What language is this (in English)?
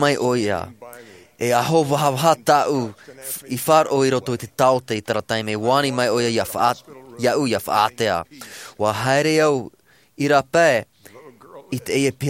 Tahitian